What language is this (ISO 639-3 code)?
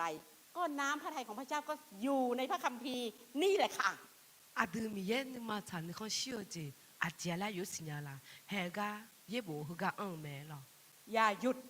ahk